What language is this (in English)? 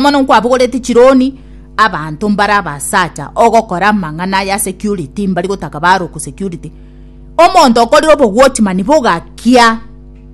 Gusii